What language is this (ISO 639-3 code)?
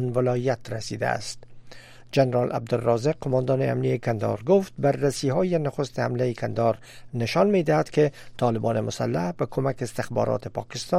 fas